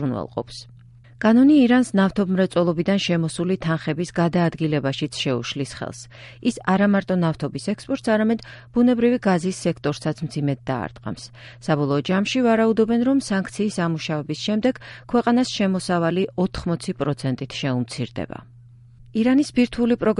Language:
Georgian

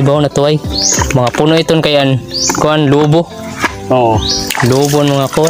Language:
Waray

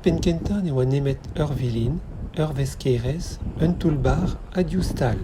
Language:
Breton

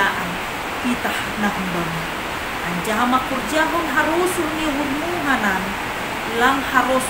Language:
Batak Simalungun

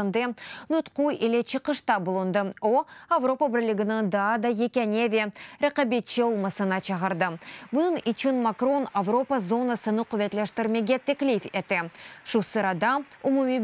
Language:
Crimean Tatar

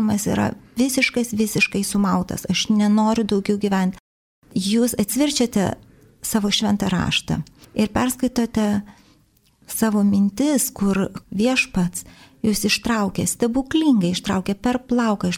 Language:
Lithuanian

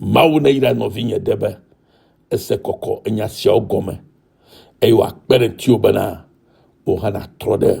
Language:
Ewe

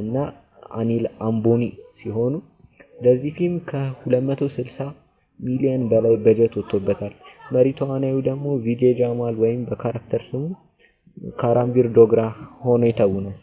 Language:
Amharic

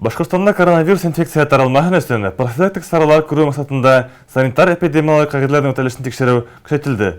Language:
Bashkir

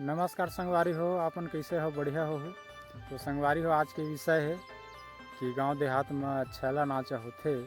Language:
Chhattisgarhi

